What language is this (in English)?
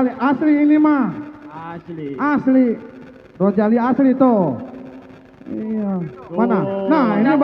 Betawi